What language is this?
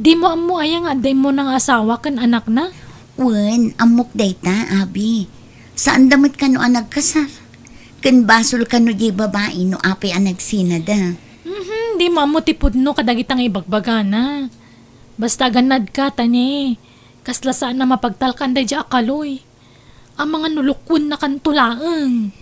Iloko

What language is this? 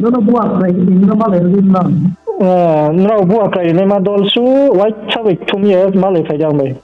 Riang (India)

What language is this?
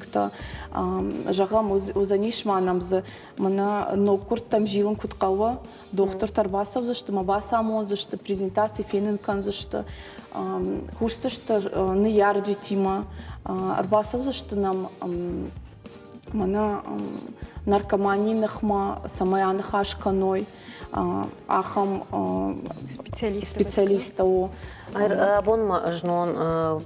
Ossetic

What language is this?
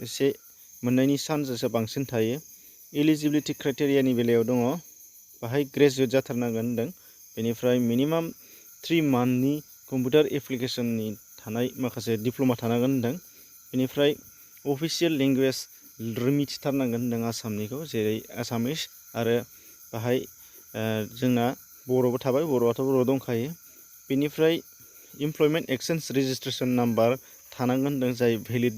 Bodo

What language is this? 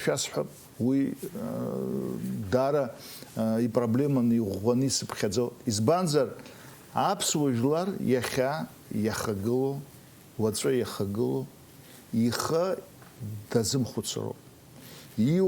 Abkhazian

